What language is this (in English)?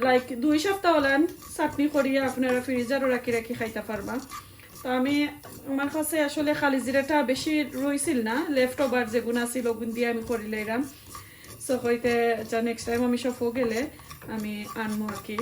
Sylheti